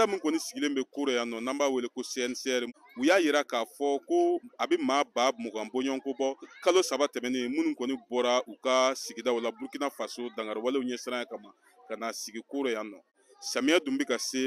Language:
Bambara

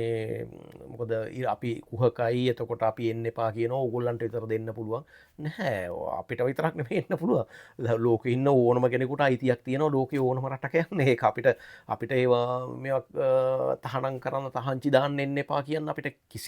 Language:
Sinhala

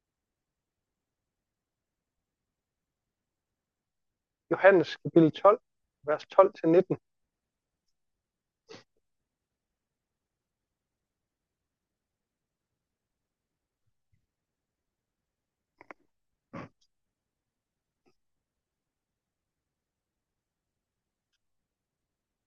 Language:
Danish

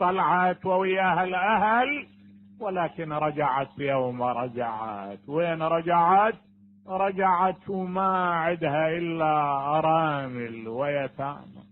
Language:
Mesopotamian Arabic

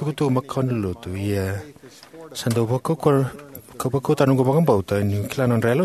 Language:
Fijian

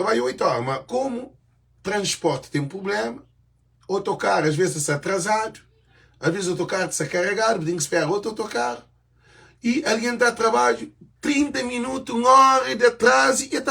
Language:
Kabuverdianu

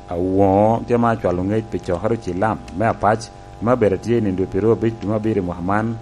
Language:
Lango (Uganda)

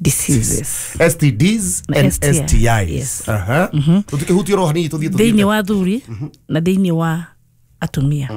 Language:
Kikuyu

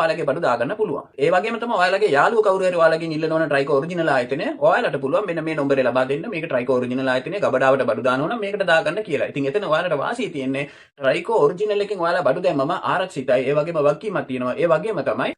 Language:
Sinhala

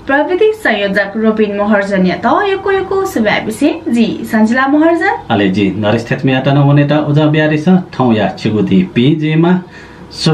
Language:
Newari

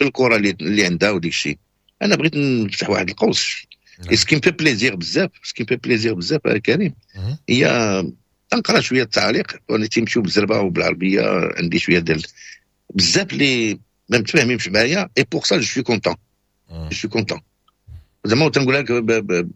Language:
Moroccan Arabic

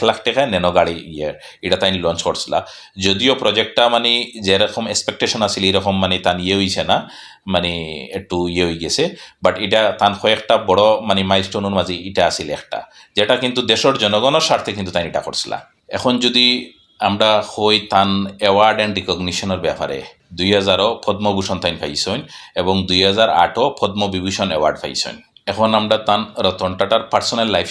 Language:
Sylheti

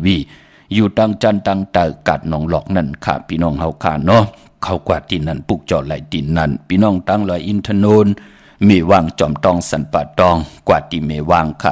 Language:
Shan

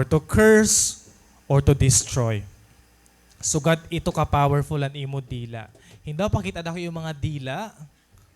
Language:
Waray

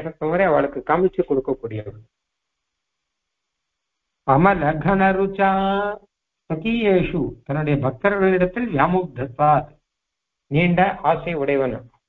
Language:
Tamil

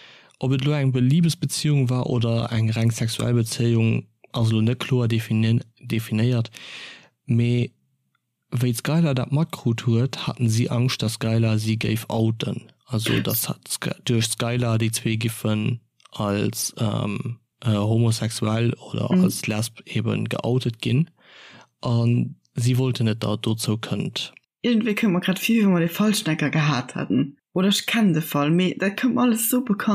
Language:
Luxembourgish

